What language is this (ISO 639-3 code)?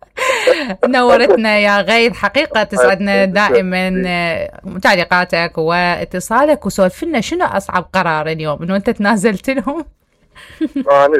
acm